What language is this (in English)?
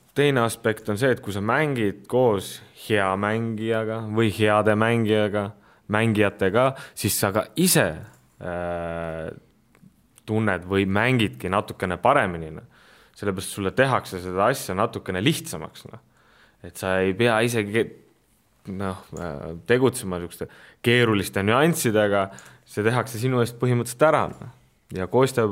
Estonian